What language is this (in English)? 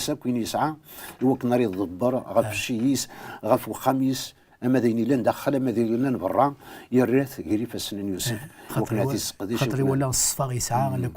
Kabyle